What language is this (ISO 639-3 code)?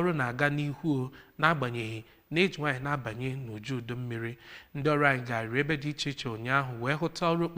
ibo